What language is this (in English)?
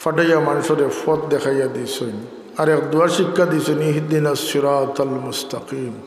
Sylheti